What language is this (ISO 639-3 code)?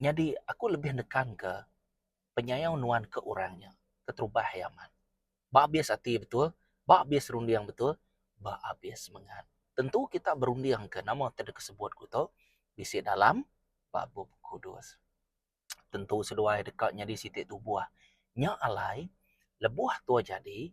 iba